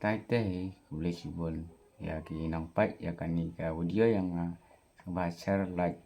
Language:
Khasi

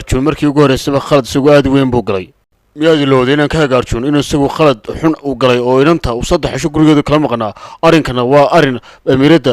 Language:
Somali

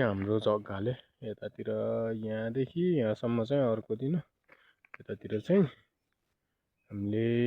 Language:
Nepali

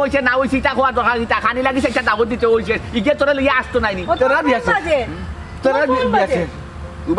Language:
Sylheti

